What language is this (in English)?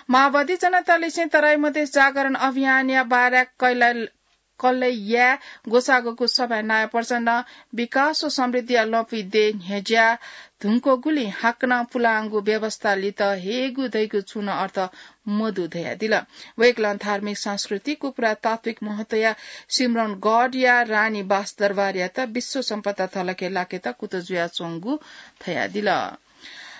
Newari